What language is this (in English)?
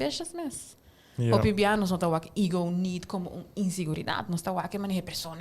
Papiamento